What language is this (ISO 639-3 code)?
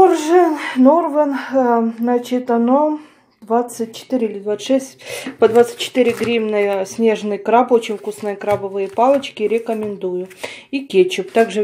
rus